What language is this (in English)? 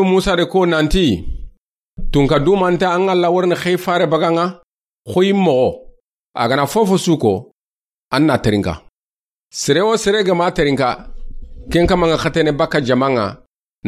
Soninke